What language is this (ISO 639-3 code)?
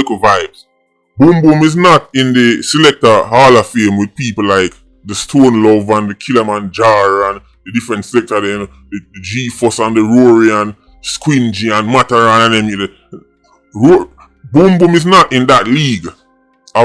jam